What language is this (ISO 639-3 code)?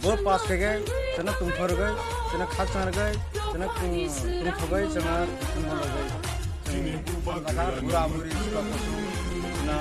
trp